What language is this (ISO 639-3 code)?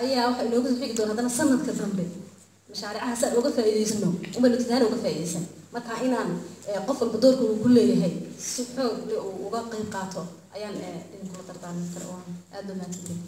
som